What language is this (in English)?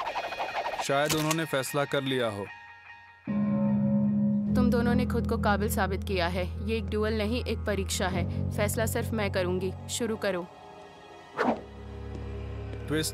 Hindi